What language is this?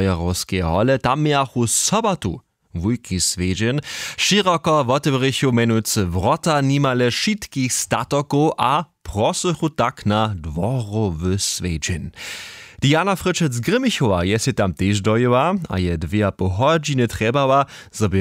Upper Sorbian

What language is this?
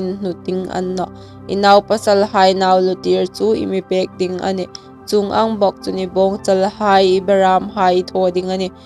Hmar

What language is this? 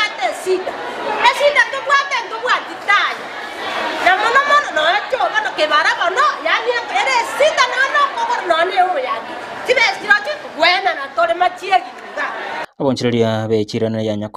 Gusii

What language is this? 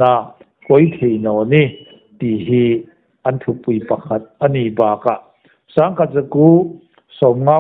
Hmar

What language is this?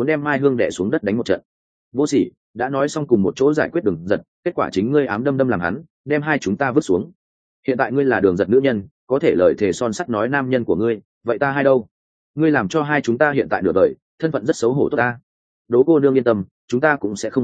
Vietnamese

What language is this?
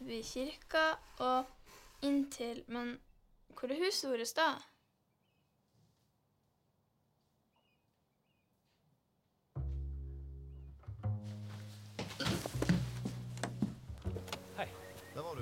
Norwegian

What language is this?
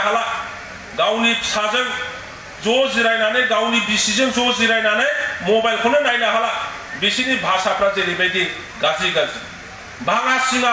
Bodo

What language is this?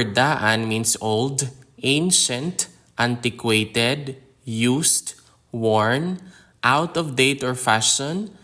Hiligaynon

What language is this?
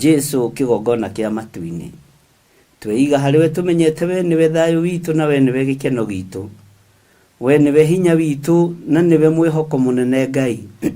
Kikuyu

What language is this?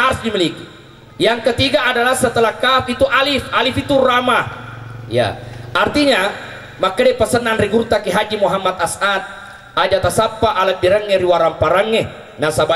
Buginese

